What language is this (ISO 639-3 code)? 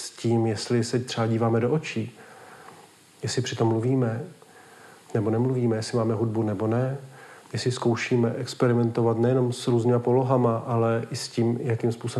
ces